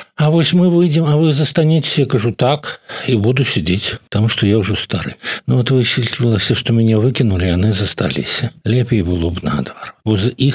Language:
Belarusian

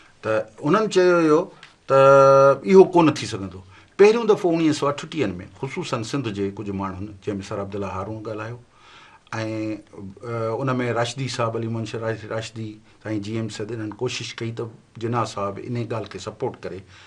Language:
Sindhi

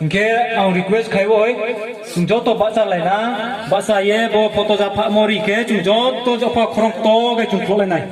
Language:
Kok Borok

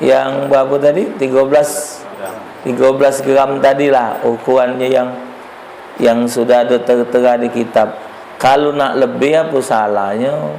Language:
Musi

